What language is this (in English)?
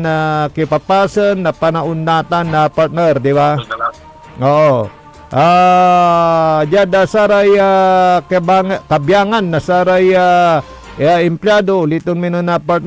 Pangasinan